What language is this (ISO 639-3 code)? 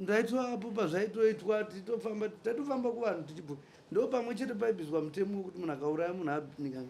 sna